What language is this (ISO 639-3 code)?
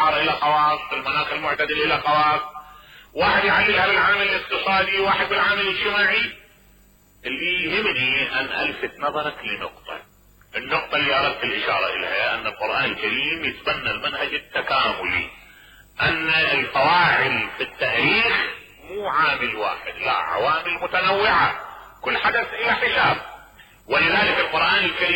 acm